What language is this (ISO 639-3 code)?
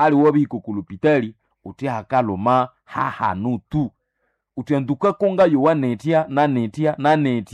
nnb